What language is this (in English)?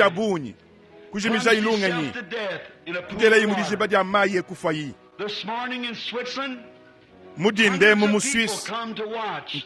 Luba-Lulua